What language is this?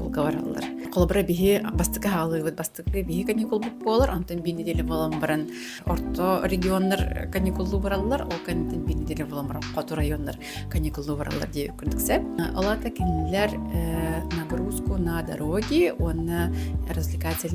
Yakut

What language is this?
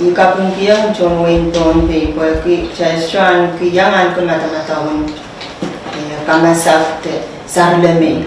Pohnpeian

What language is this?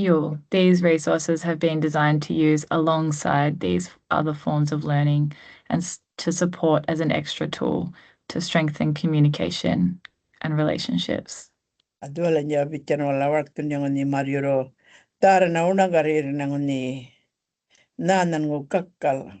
Gumatj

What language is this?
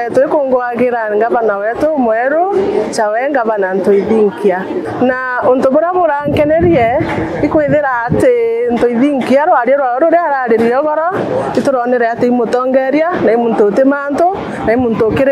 Meru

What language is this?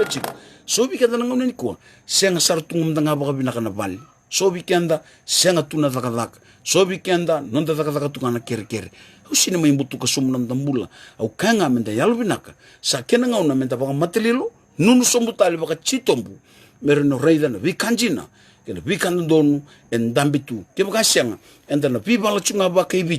Fijian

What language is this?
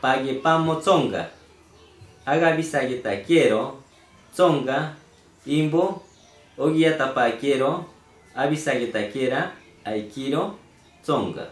Machiguenga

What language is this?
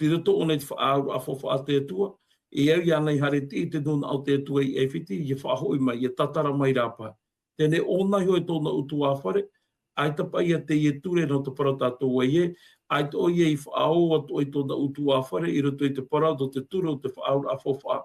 Tahitian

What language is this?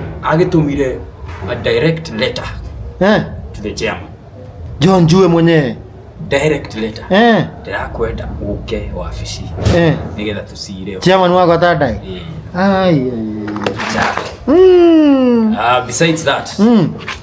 Kikuyu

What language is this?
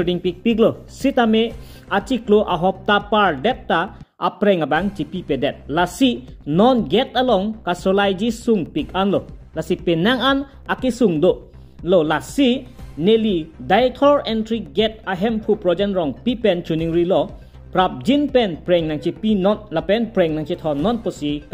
Karbi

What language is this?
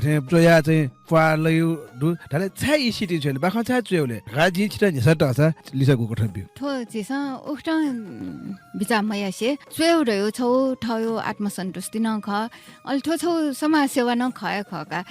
Newari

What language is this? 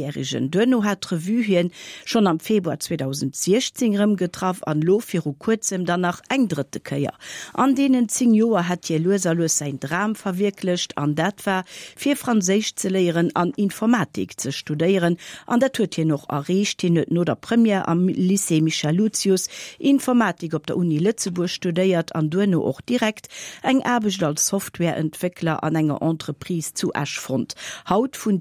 Luxembourgish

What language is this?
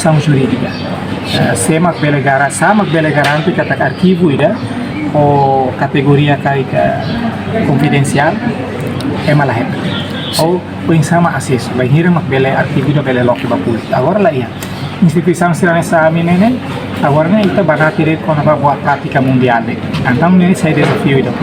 Tetum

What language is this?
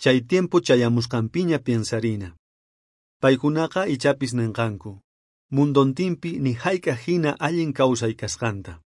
South Bolivian Quechua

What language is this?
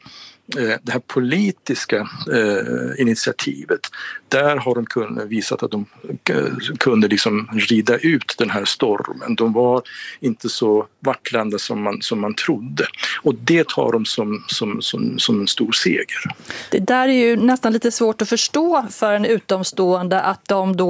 Swedish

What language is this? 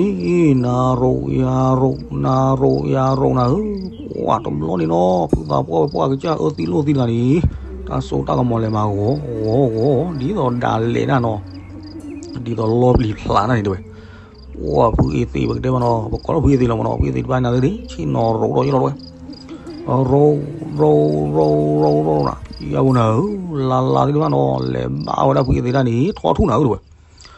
S'gaw Karen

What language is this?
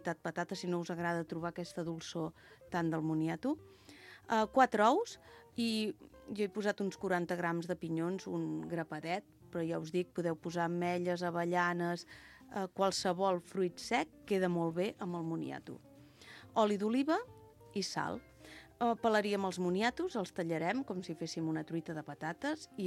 Catalan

